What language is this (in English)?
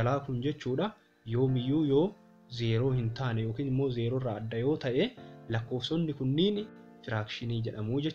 Oromo